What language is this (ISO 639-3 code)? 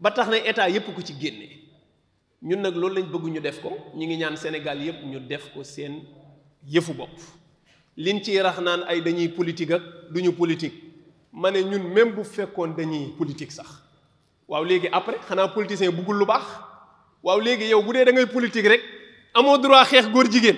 wol